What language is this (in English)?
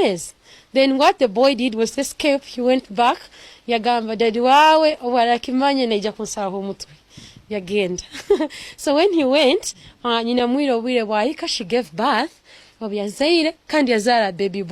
Tooro